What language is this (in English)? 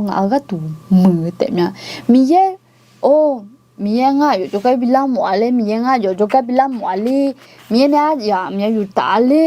Akha